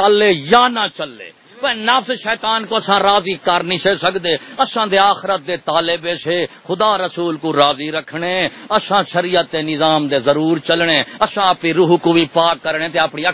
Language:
Saraiki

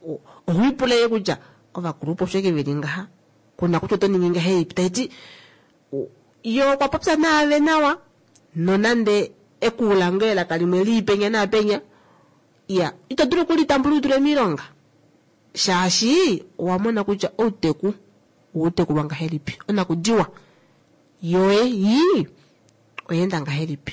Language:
Kuanyama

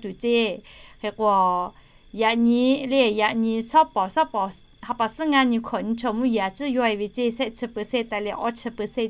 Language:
Lahu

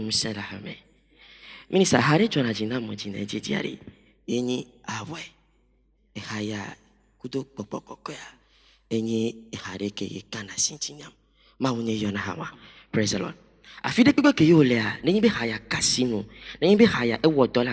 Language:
Ewe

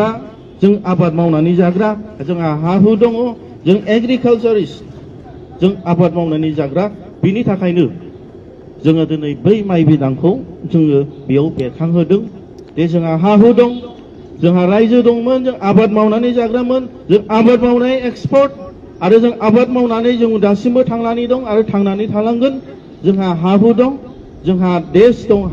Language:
Bodo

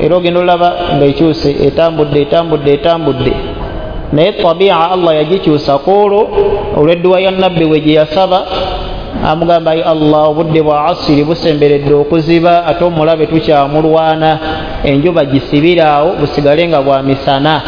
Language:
Ganda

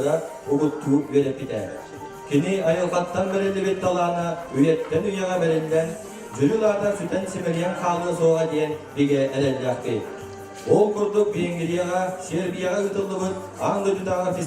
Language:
Yakut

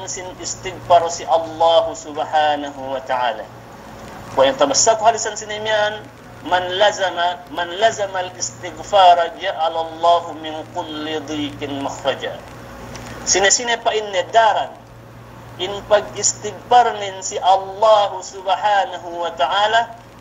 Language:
Yakan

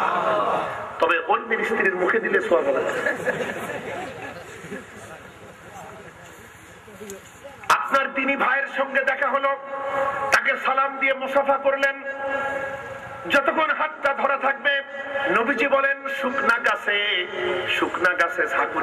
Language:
Bangla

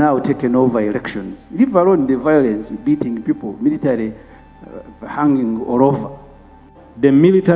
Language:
Ganda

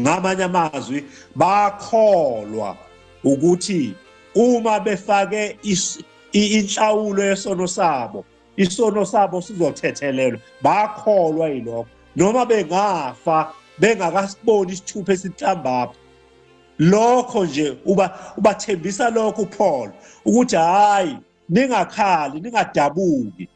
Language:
Zulu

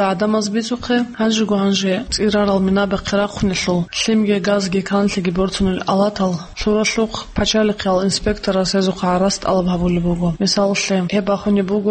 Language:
Avaric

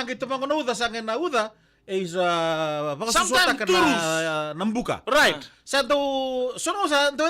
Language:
Fijian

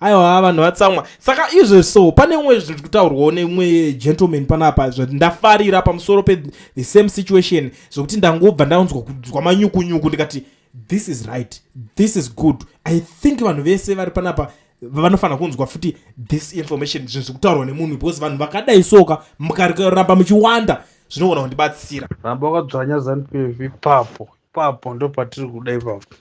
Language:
Shona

